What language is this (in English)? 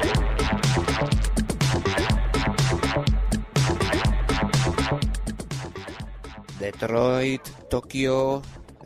Basque